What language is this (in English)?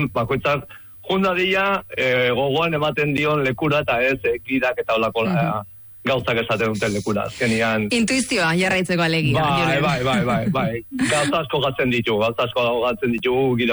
Basque